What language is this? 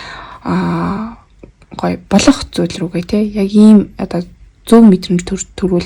Mongolian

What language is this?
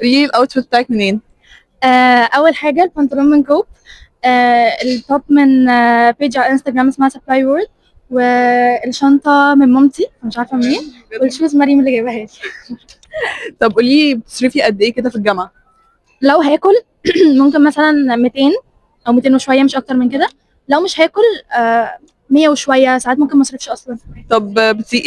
Egyptian Arabic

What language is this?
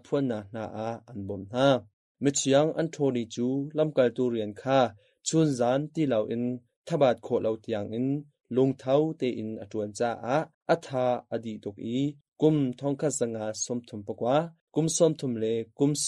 Hakha Chin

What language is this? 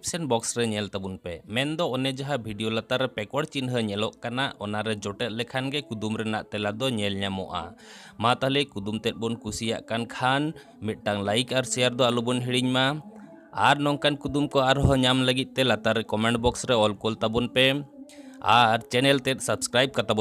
Santali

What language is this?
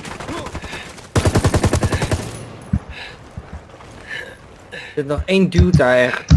Dutch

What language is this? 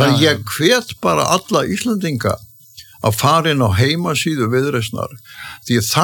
Icelandic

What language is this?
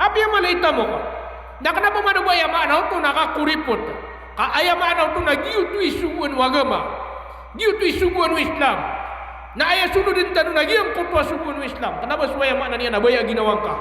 Maranao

